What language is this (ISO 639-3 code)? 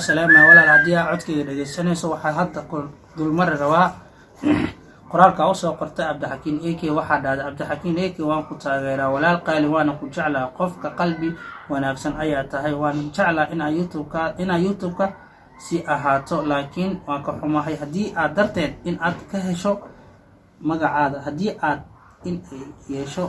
som